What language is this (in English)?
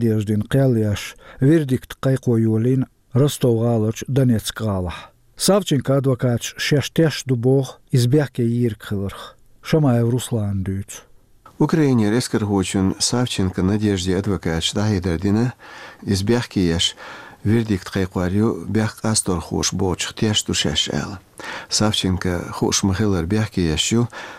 Chechen